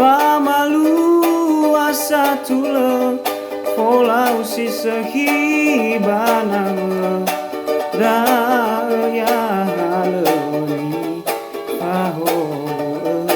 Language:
Nias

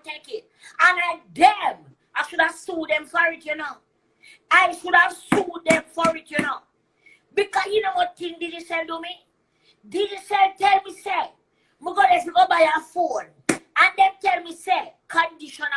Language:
Jamaican Creole English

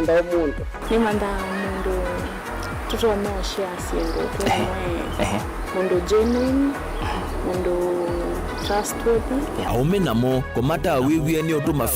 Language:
Kamba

